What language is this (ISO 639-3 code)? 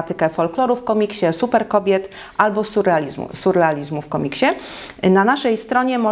pol